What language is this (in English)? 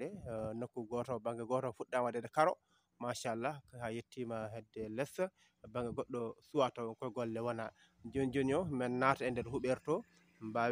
Fula